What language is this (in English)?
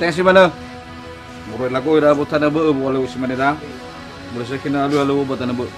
Nias